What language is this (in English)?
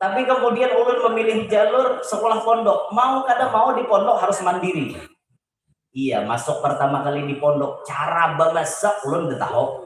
Banjar